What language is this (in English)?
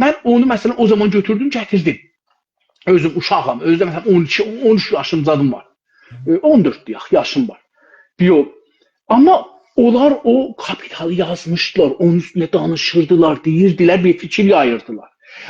South Azerbaijani